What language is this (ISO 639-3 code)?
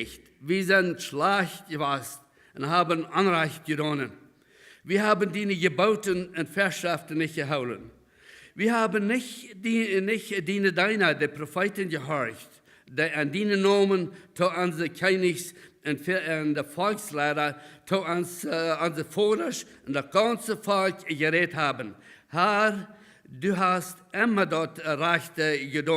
pdt